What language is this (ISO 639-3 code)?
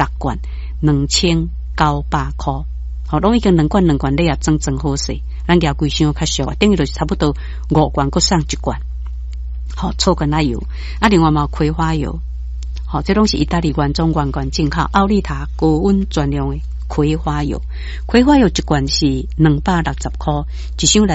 nan